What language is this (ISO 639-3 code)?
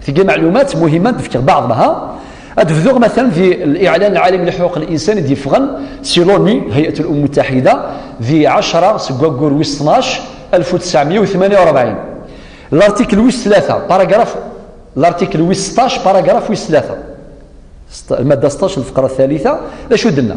kab